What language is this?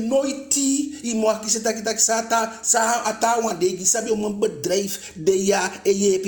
Eastern Maroon Creole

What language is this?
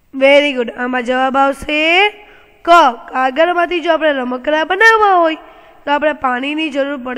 Gujarati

